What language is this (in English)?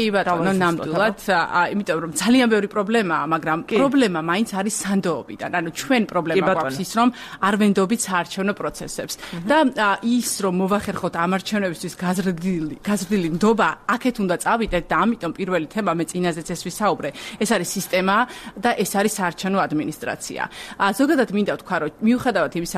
Georgian